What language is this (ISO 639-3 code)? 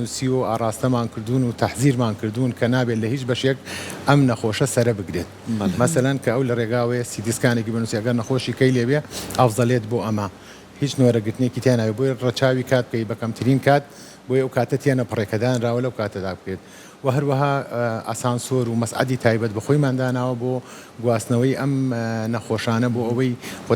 ckb